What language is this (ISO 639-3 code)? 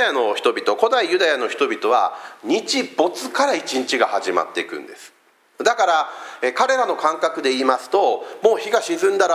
jpn